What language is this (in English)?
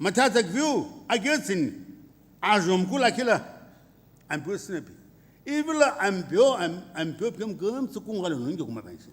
Sumi Naga